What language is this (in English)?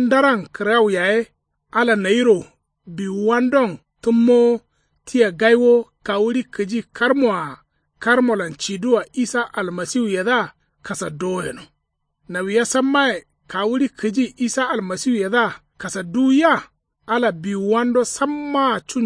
Kanuri